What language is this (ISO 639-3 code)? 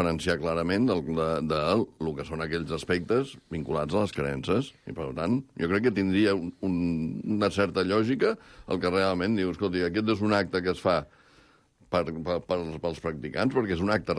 cat